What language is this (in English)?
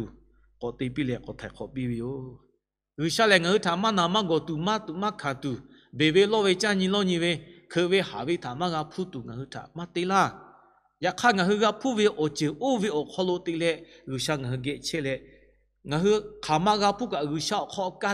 Lahu